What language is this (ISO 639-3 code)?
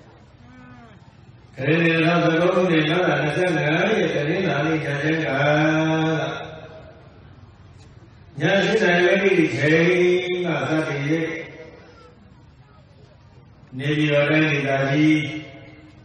mya